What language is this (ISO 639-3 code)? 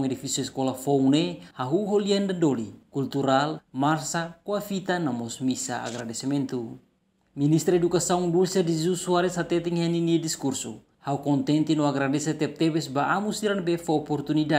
tet